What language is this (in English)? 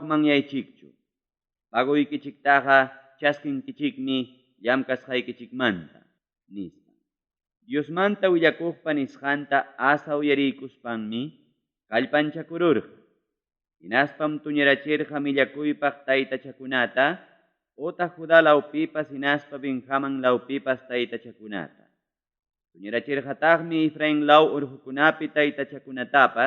Ayacucho Quechua